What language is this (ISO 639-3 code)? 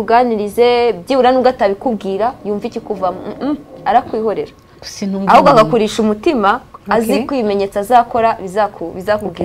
kin